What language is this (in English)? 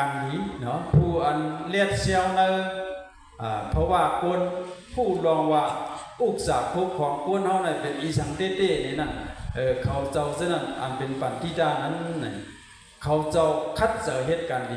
Shan